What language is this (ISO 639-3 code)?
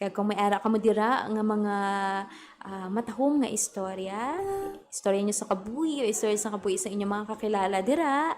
hil